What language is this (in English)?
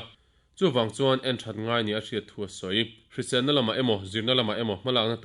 Mizo